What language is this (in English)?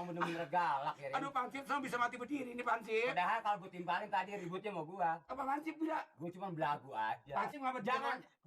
Betawi